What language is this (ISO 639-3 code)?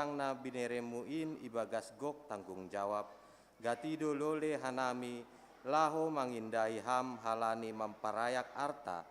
bts